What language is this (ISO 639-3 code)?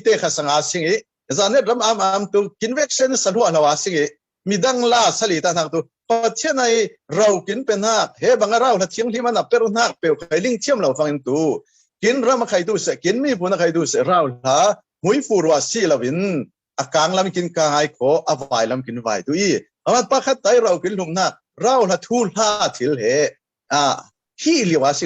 cfm